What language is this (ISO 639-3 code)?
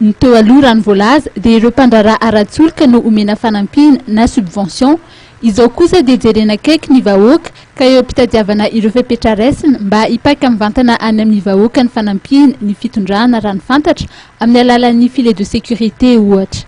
mlg